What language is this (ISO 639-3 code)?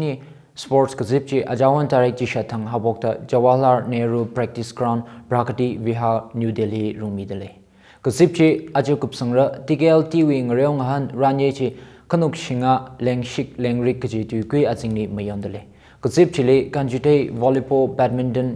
nmf